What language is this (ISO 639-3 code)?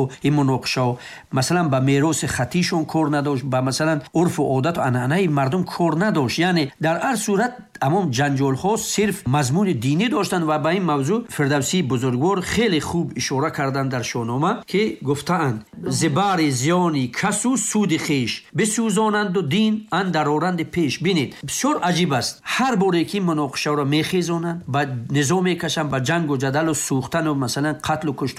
tgk